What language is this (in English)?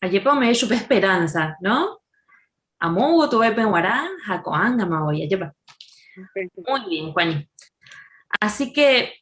Guarani